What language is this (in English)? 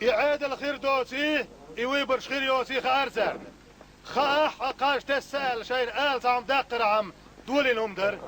Chechen